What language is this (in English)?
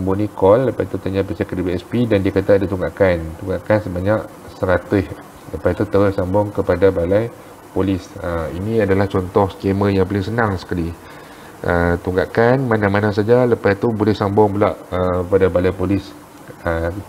Malay